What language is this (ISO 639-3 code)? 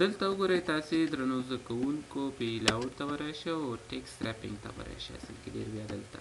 pus